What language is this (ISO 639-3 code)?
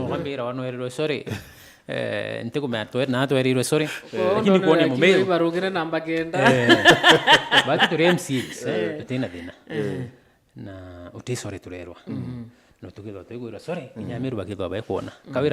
mer